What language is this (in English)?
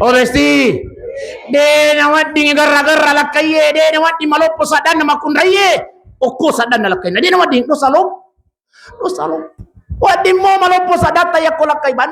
Buginese